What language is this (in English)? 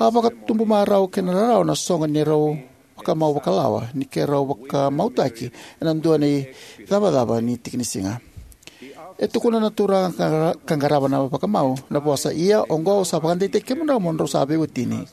Fijian